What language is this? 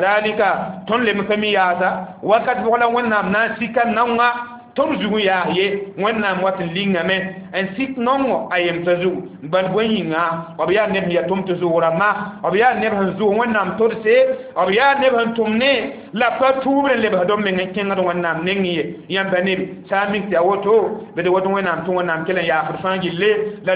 Mossi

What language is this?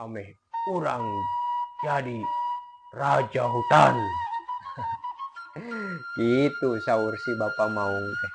Sundanese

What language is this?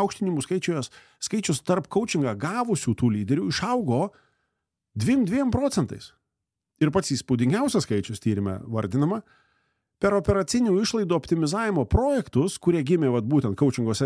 Lithuanian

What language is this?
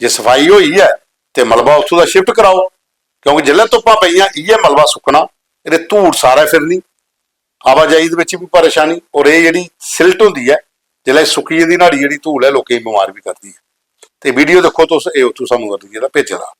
Dogri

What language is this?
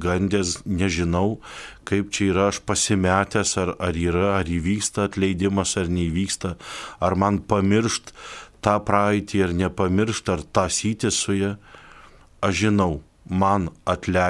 Lithuanian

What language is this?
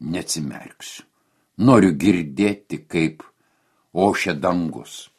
Lithuanian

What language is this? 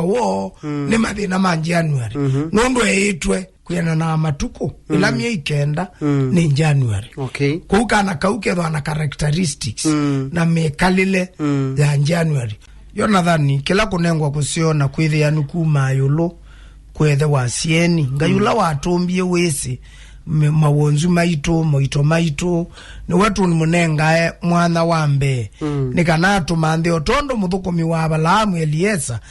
Kamba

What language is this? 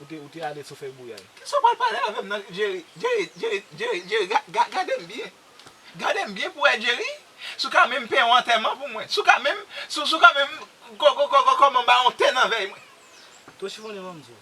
Haitian Creole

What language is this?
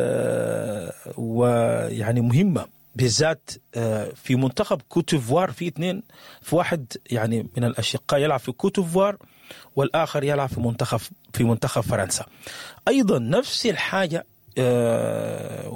Sudanese Arabic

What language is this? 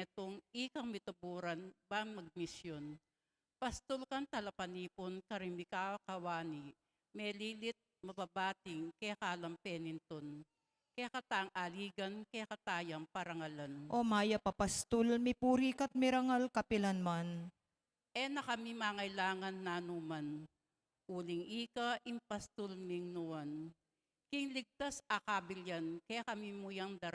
Pampanga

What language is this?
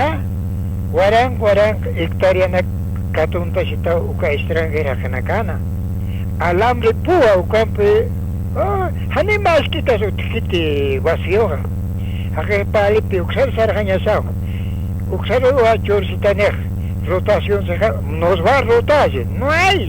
Aymara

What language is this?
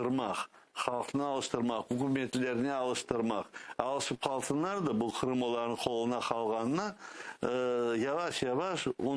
Crimean Tatar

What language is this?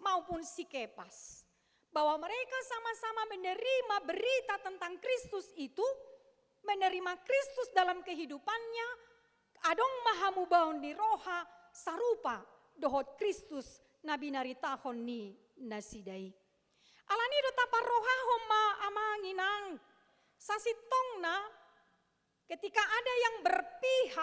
Batak Toba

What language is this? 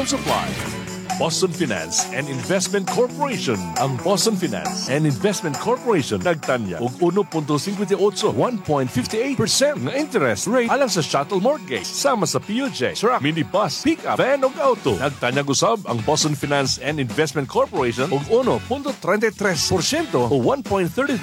Cebuano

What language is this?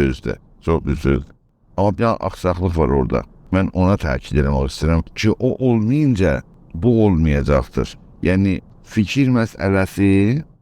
South Azerbaijani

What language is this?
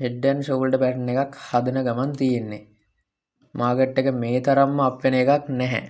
Sinhala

